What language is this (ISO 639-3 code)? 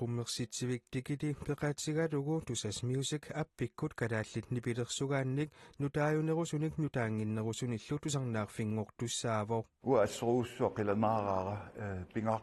kal